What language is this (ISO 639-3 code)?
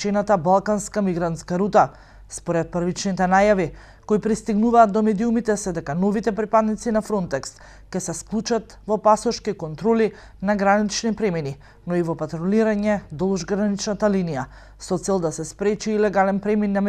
mkd